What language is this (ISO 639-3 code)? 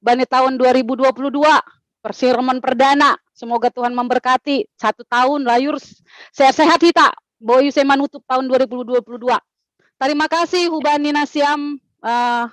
bts